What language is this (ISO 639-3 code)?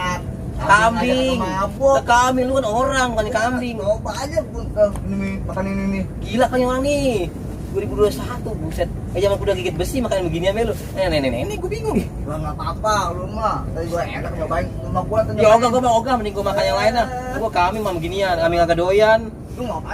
bew